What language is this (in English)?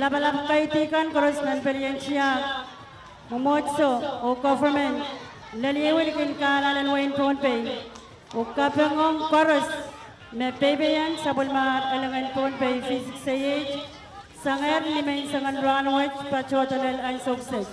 Pohnpeian